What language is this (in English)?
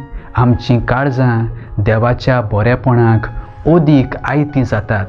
Konkani